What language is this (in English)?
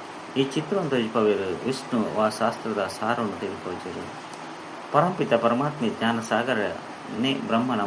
Tulu